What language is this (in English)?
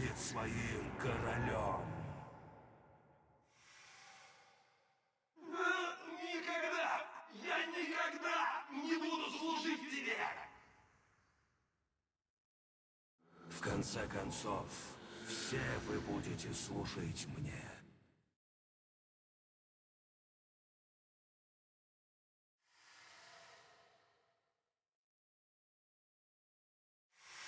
Russian